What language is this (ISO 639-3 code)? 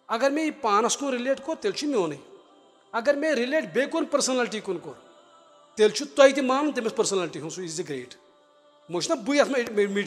kas